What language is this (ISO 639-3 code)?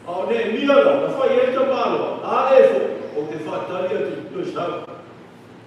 smo